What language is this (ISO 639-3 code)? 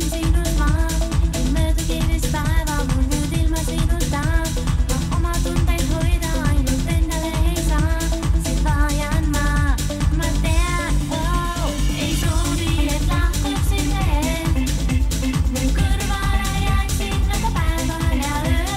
est